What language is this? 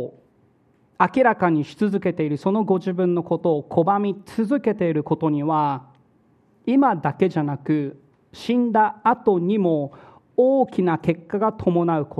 Japanese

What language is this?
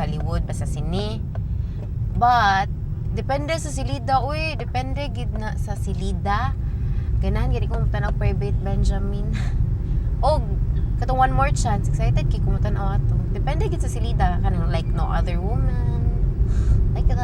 Cebuano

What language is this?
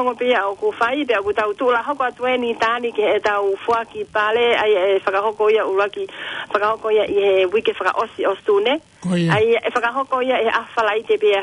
Tongan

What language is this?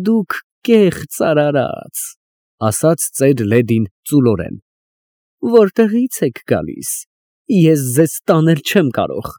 Armenian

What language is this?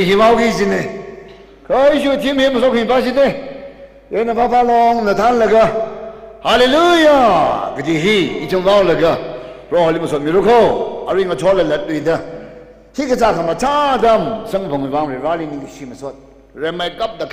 Tangkhul Naga (India)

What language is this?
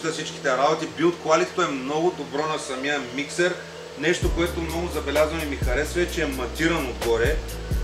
Bulgarian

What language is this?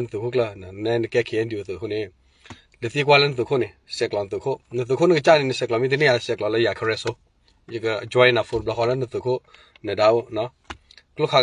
S'gaw Karen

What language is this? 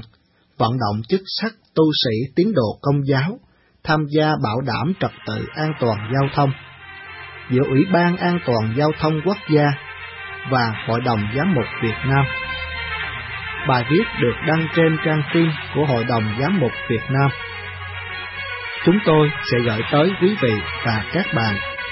Vietnamese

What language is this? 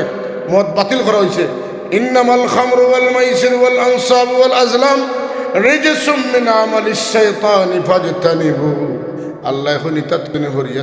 Sylheti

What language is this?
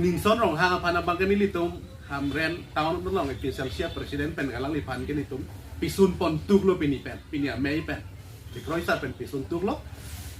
Karbi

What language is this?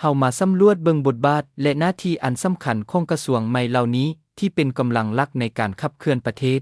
Lao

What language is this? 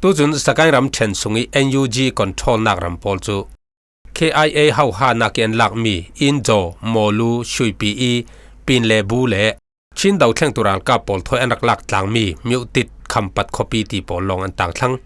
Falam Chin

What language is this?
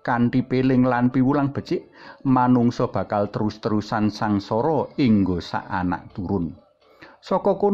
Javanese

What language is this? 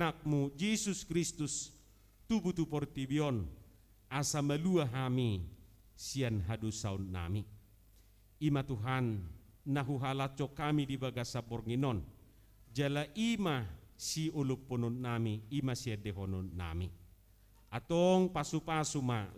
Batak Toba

